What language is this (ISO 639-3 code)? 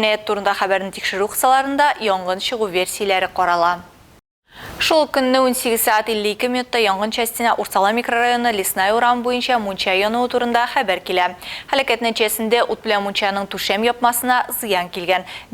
tat